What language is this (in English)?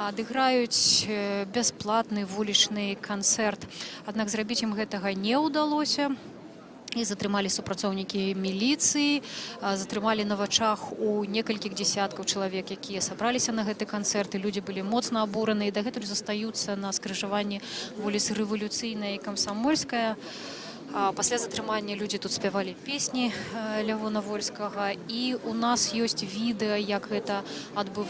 Belarusian